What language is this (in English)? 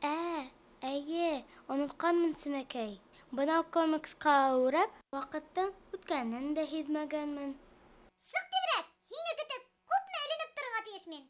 Bashkir